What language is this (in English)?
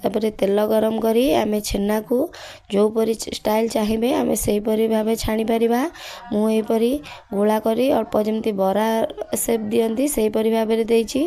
Odia